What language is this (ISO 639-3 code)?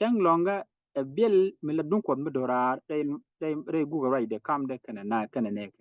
nus